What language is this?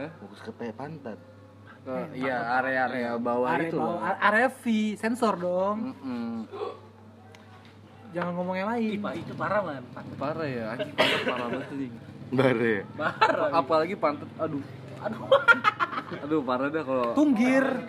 Indonesian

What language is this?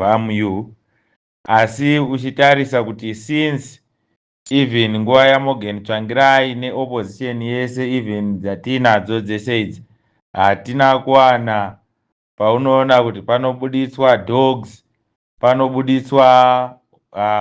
Shona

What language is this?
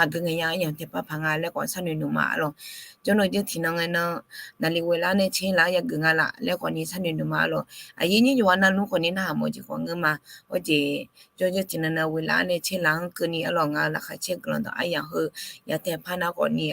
Akha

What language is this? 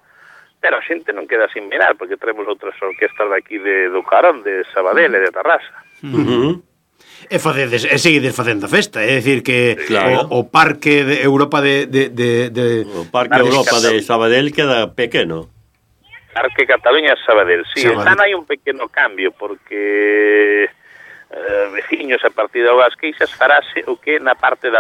Galician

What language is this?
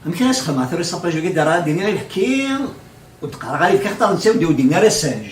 Kabyle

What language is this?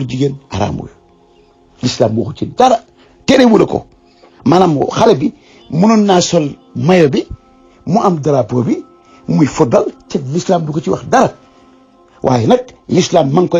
Wolof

